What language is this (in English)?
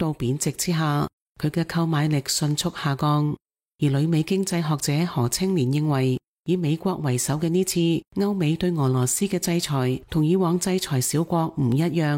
Cantonese